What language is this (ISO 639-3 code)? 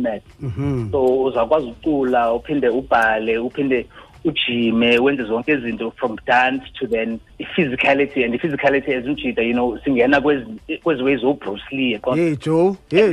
xho